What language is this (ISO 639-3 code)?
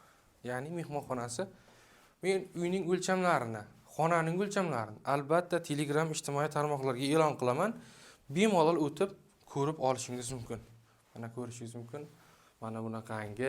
uzb